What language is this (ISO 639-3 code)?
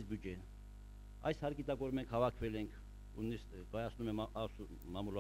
hye